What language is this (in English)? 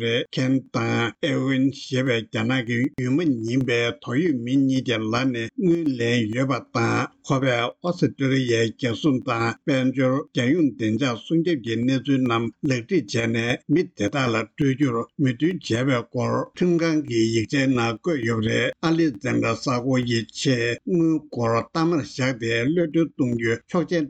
Tibetan